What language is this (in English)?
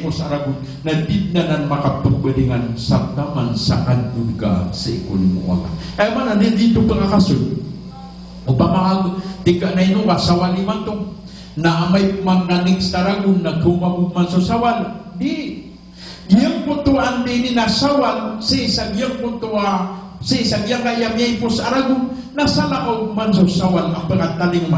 Maranao